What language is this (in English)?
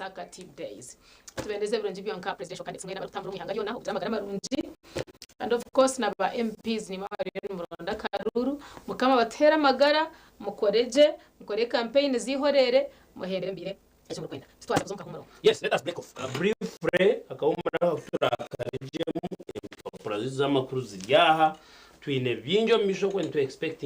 Nyankole